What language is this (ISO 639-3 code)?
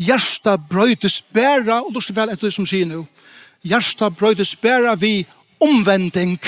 fao